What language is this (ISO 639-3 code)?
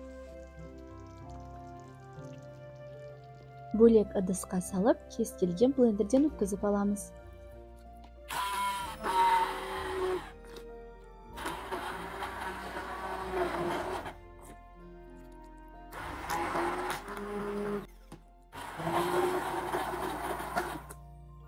kaz